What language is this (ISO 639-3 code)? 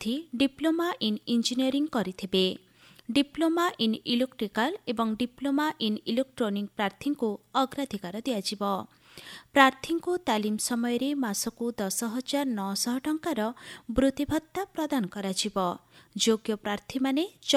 ori